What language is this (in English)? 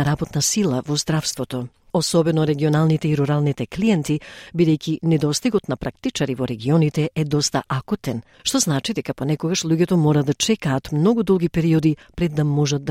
Macedonian